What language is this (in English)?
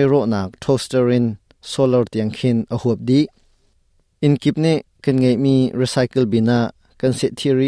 Hakha Chin